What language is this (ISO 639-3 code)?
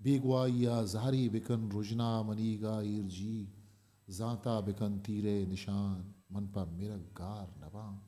bgp